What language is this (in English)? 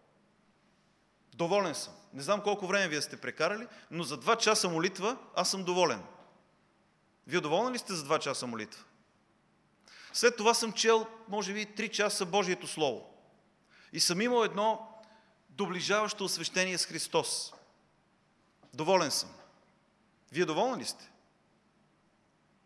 Bulgarian